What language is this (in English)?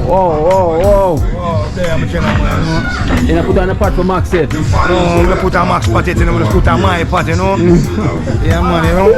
Jamaican Creole English